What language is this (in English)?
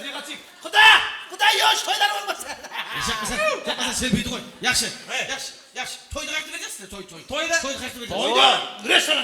Kara-Kalpak